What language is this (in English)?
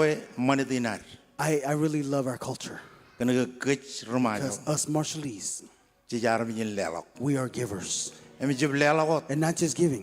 Marshallese